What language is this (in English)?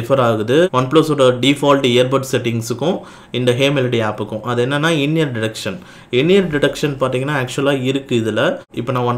Tamil